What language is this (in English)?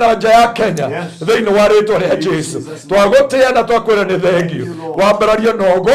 Kikuyu